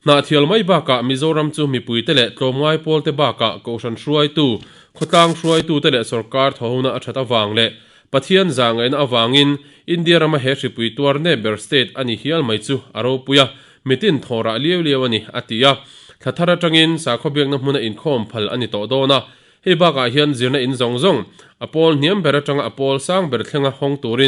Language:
Mizo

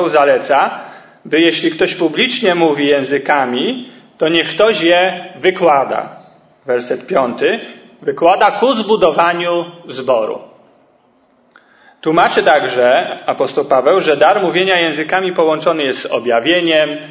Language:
Polish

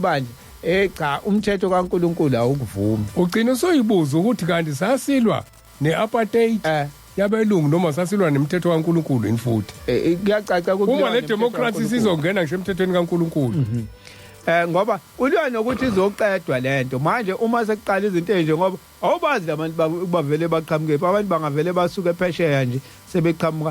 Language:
Zulu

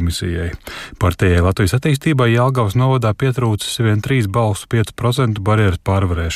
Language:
Latvian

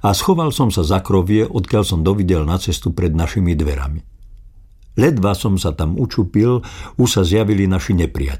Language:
Slovak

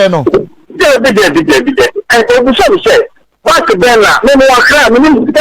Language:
Akan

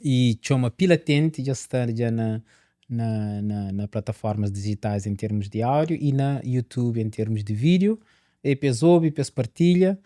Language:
Kabuverdianu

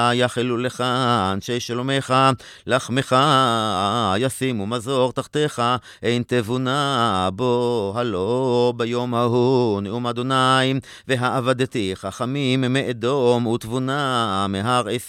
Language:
Hebrew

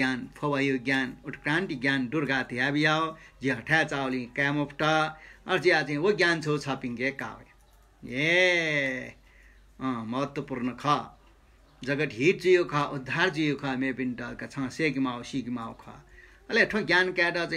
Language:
Newari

